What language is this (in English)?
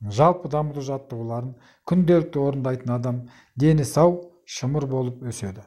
Kazakh